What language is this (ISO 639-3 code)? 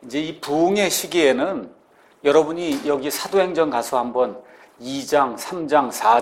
kor